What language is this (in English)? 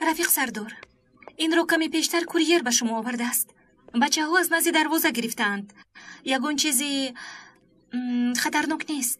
Tajik